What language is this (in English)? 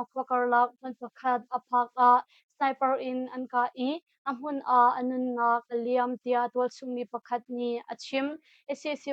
Hakha Chin